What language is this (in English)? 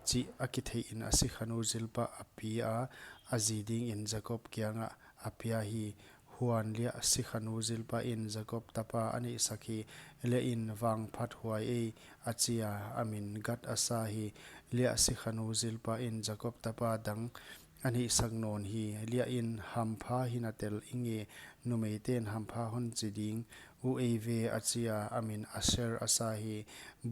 Paite Chin